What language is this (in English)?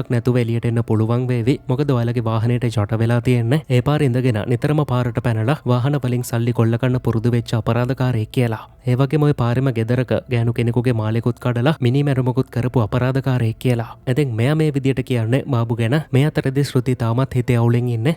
Sinhala